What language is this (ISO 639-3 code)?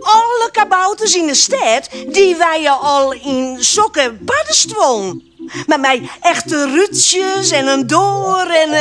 fry